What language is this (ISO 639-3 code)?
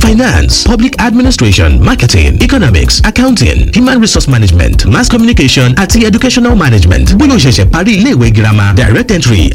yor